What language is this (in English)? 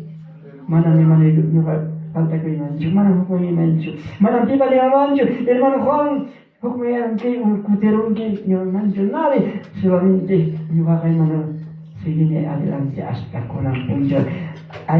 Ayacucho Quechua